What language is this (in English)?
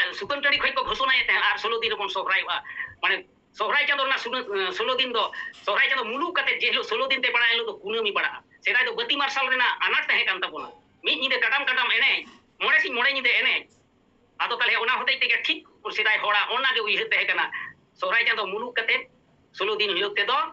Santali